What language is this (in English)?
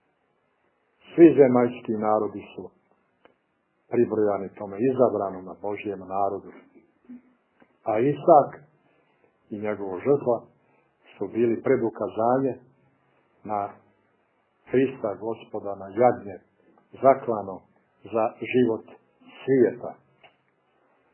Serbian